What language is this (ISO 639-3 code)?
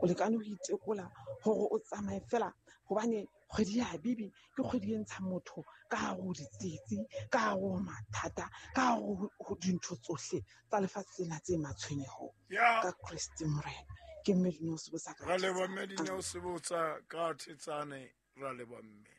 sot